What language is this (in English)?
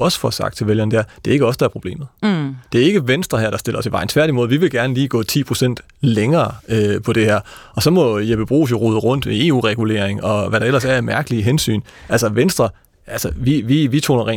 Danish